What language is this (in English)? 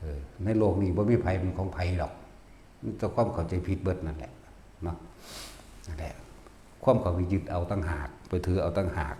Northeastern Thai